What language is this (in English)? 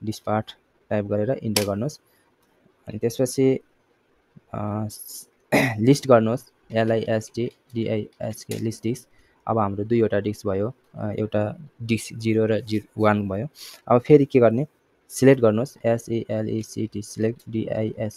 Nepali